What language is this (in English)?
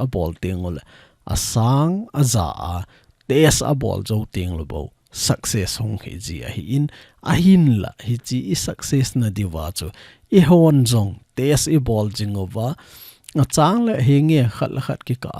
Thado Chin